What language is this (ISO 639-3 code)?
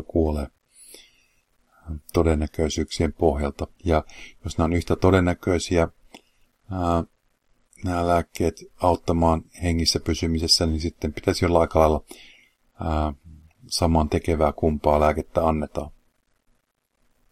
fin